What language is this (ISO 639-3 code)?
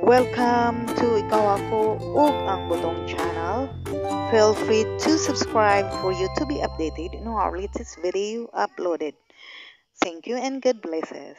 ceb